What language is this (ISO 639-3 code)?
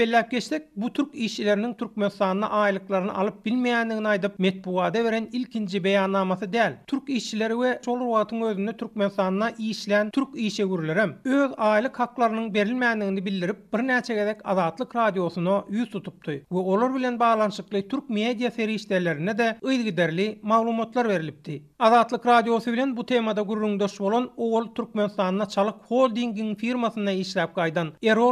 tuk